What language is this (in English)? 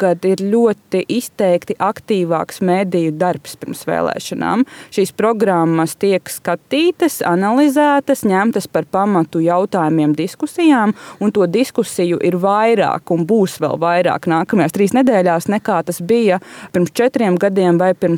Latvian